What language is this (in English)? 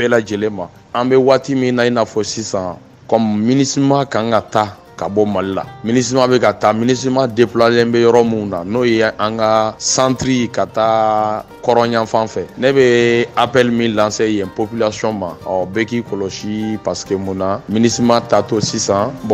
Bambara